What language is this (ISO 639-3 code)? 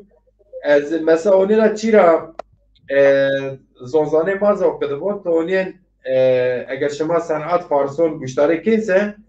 zza